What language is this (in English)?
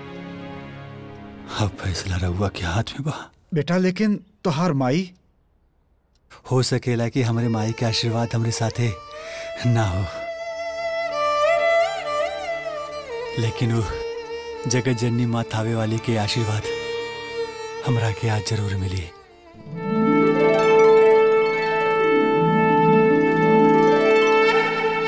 Bhojpuri